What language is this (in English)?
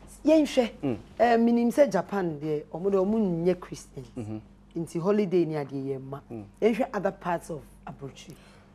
Akan